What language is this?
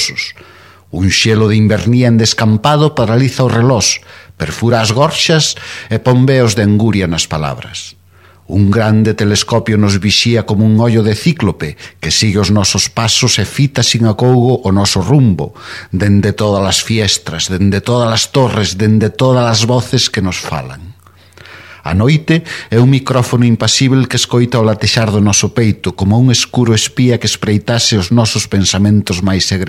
Galician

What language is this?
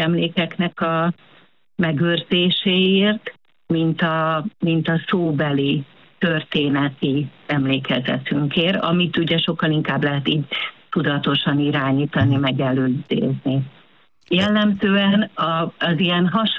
Hungarian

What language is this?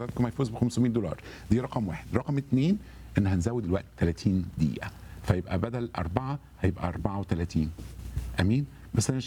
Egyptian Arabic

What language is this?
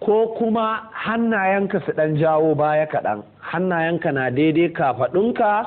Hausa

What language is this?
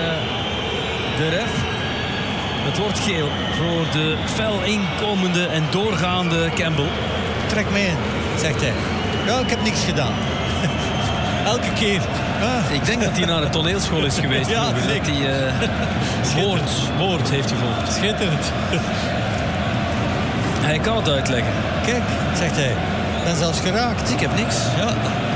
Dutch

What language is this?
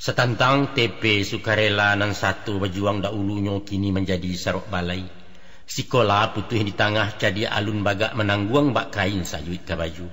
Minangkabau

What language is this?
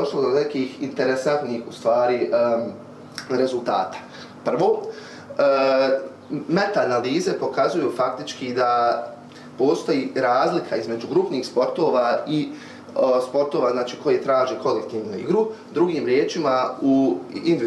Bosnian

